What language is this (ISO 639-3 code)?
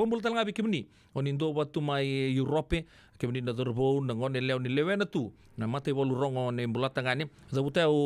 fij